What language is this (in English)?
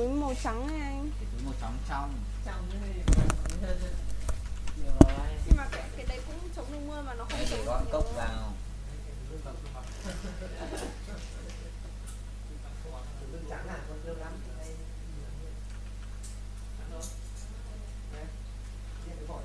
Vietnamese